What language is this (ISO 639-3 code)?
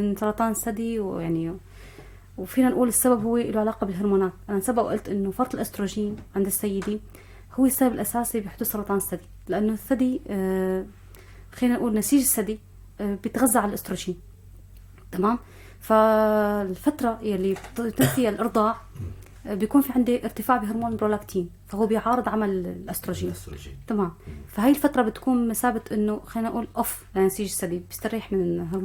apc